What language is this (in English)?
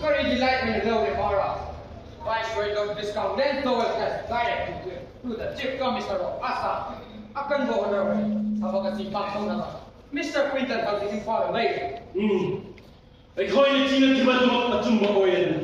Manipuri